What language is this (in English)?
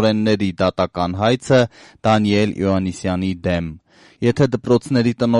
Armenian